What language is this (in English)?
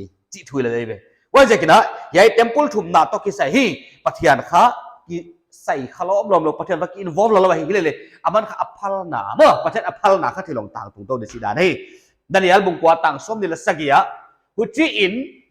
Paite Chin